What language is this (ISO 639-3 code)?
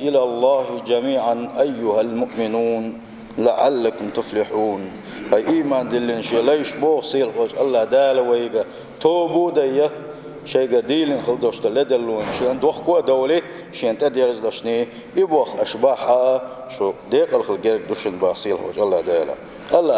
che